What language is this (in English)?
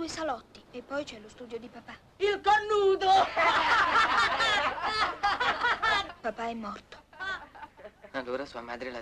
Italian